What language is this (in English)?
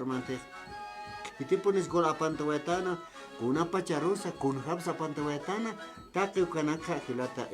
Aymara